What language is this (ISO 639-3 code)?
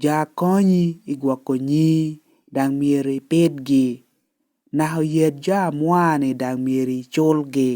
laj